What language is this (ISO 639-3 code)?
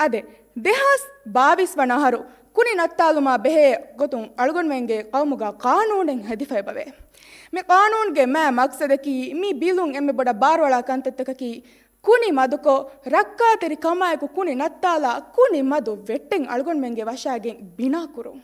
div